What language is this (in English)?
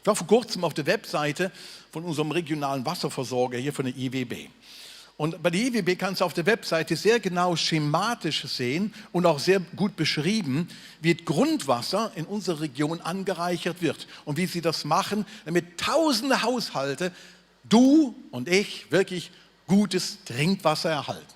Swiss German